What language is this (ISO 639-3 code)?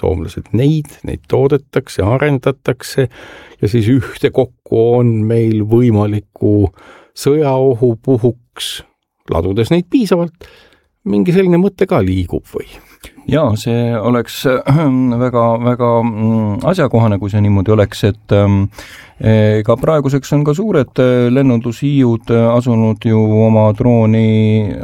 est